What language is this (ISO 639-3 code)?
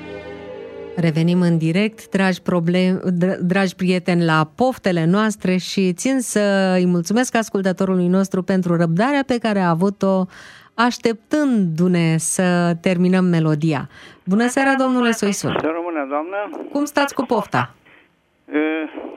ron